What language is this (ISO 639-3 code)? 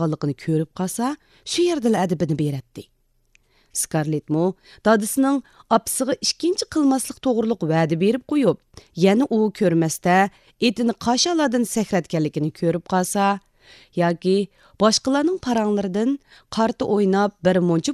uig